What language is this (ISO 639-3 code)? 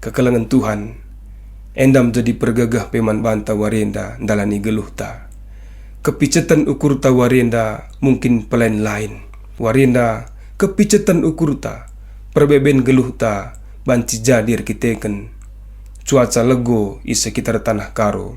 btx